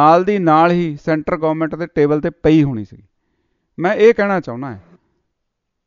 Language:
Punjabi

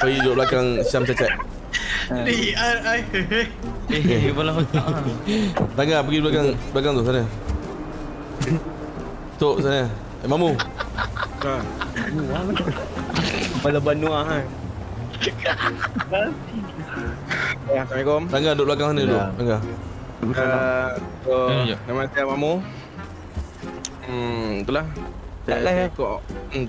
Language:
Malay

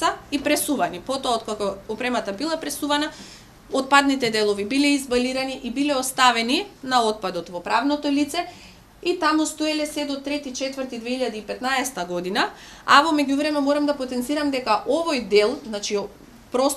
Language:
Macedonian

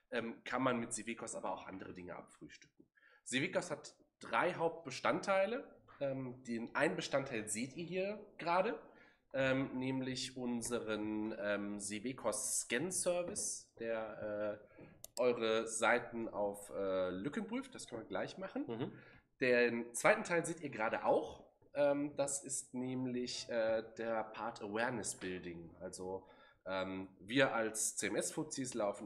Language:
German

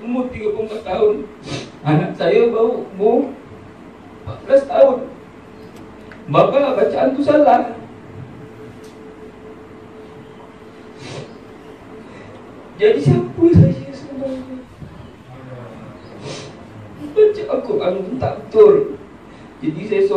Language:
Malay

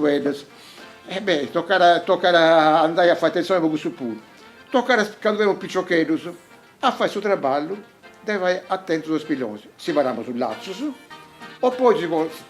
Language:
Sardinian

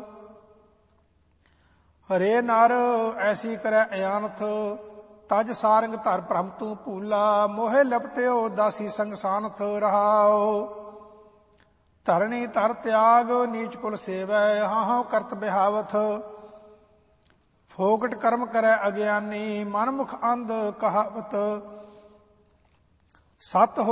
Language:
Punjabi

